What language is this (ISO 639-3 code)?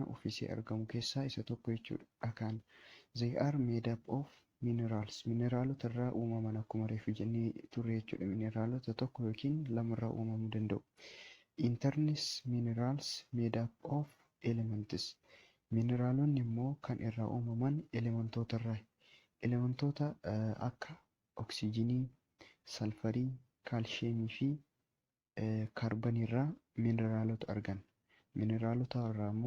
orm